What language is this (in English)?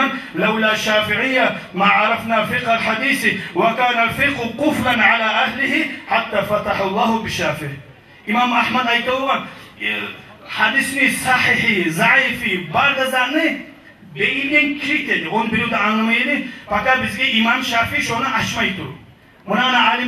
Kumyk